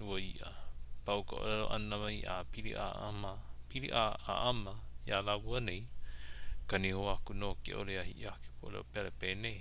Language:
Hawaiian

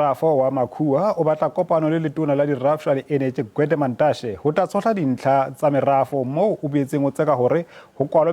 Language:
Southern Sotho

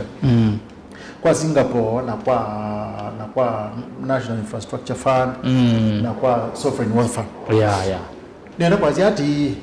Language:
Kamba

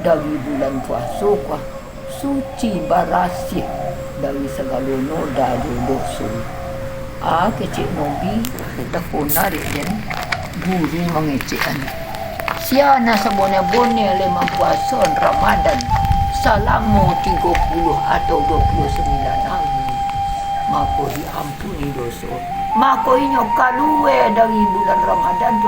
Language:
Minangkabau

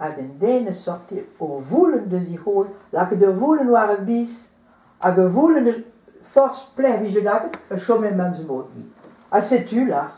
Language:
Breton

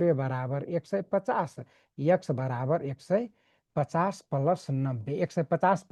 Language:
Nepali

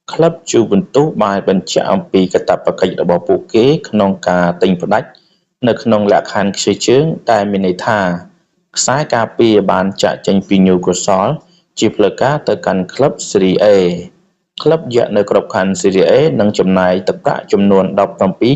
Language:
Khmer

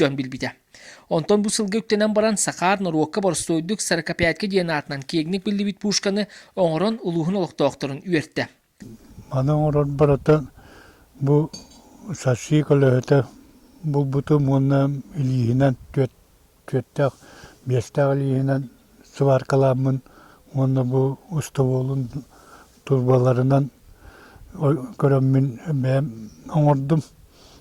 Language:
Yakut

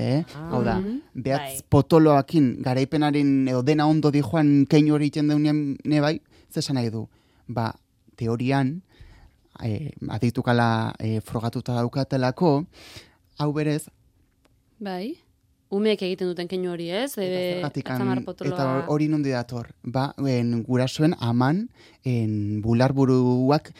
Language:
Basque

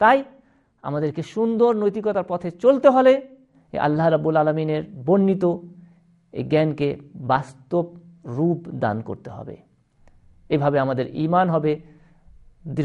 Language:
Bangla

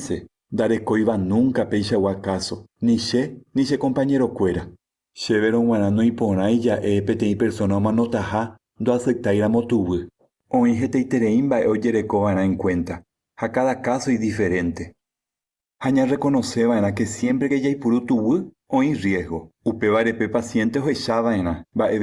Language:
Guarani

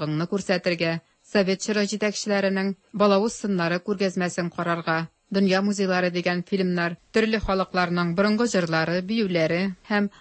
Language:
Tatar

